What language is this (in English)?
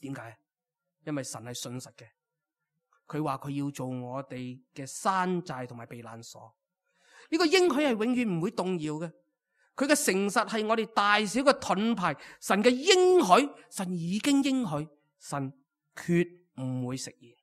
Cantonese